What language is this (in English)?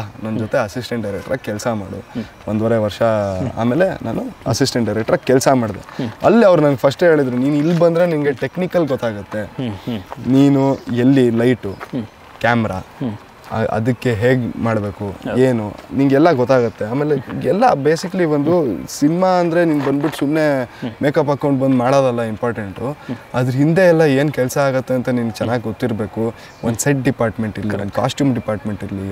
Kannada